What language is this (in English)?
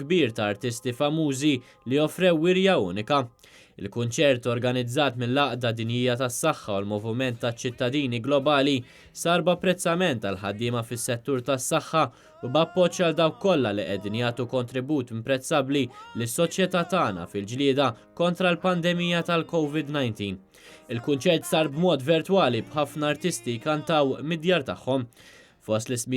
Maltese